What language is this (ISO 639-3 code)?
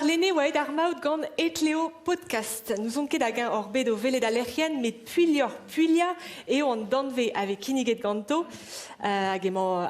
bre